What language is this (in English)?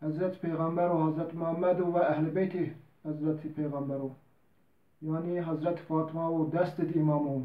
Zaza